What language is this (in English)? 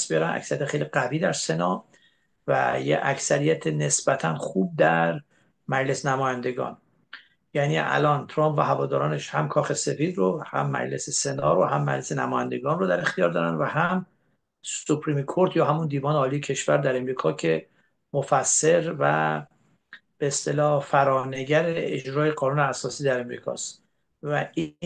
Persian